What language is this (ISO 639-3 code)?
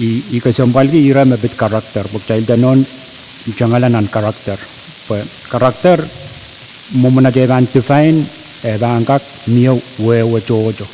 pon